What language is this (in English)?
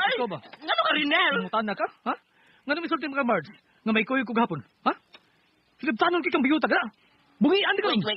Cebuano